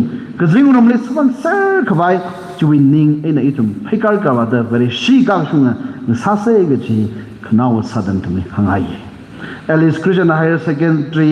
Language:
Tangkhul Naga (India)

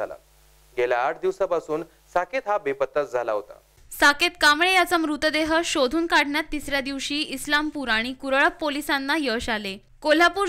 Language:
Marathi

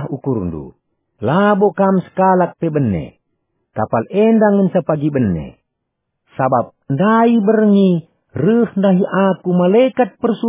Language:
Batak Karo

